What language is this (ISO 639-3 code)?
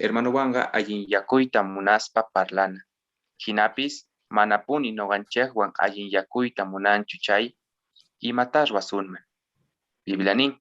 que